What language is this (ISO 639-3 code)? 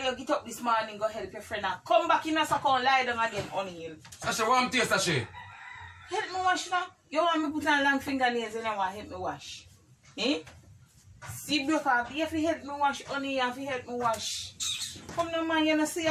jam